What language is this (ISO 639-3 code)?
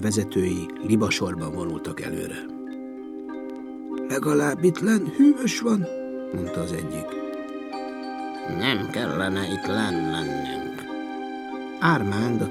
hun